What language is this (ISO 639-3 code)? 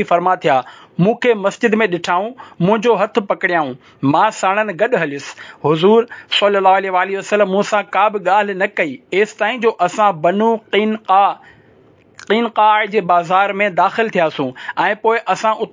snd